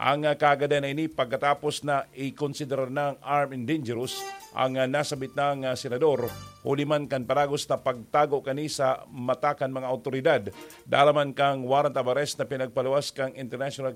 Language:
Bikol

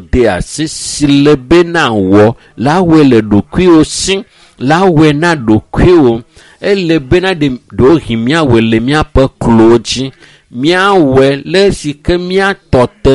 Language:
Ewe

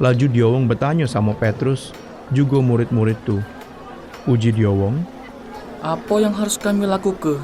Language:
Musi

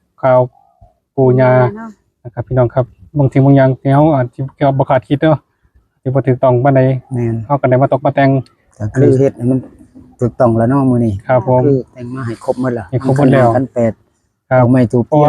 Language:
Northeastern Thai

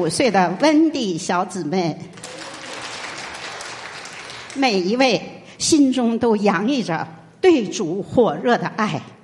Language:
Chinese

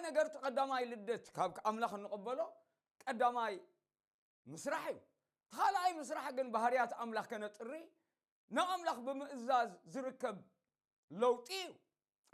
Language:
Tigrinya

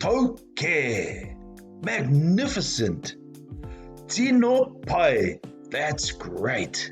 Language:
Māori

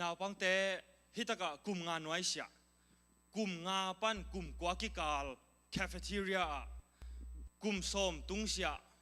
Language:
Tedim Chin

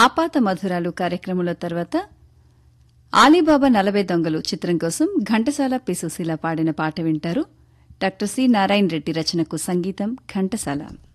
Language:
Telugu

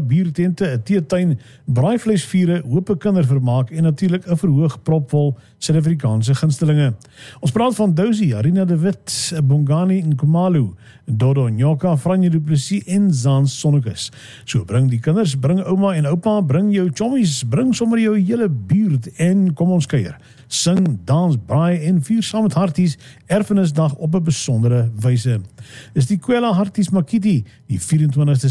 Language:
Afrikaans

